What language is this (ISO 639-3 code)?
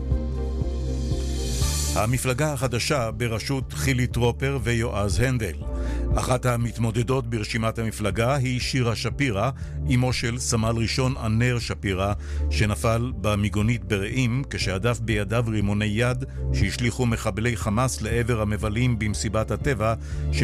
heb